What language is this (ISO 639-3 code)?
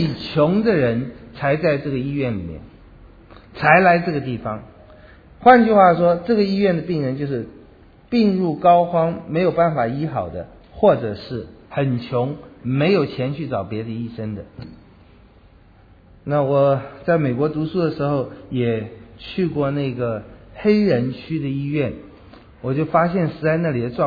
zho